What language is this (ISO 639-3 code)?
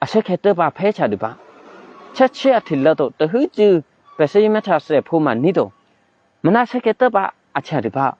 eky